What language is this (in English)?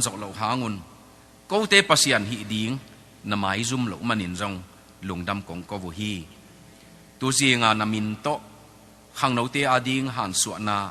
Tedim Chin